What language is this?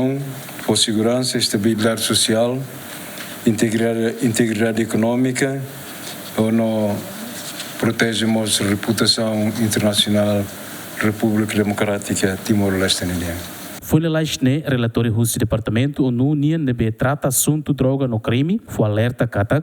Tetum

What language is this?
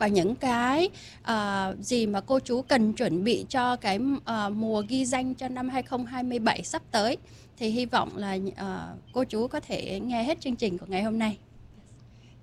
Vietnamese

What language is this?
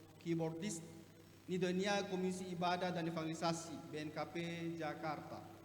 Nias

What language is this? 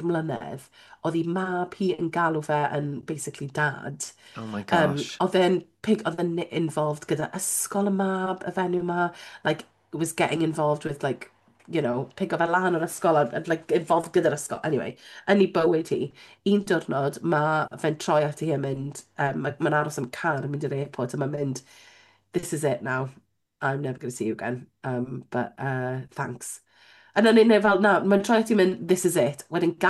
Welsh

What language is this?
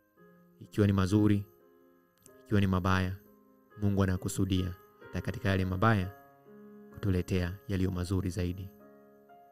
Swahili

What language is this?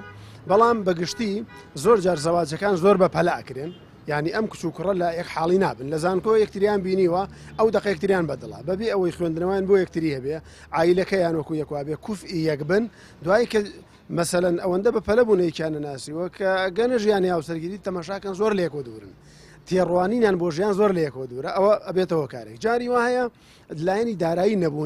Central Kurdish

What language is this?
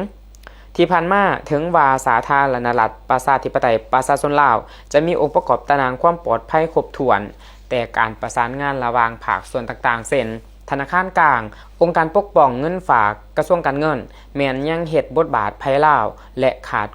Lao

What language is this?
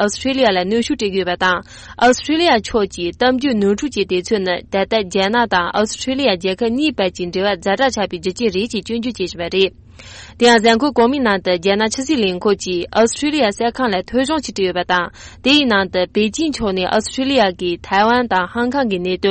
Tibetan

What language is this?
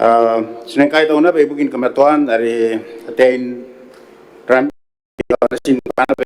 Gilbertese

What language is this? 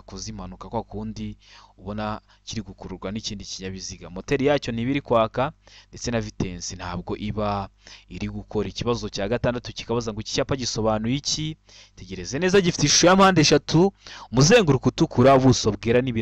Kinyarwanda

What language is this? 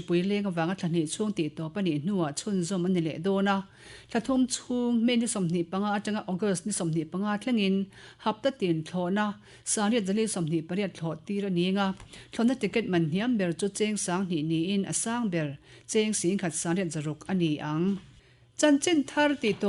Mizo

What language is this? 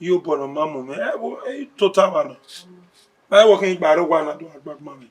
Bini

